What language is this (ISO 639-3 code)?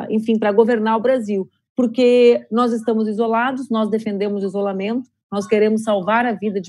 por